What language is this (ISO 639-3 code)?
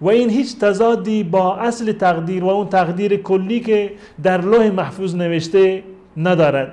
fas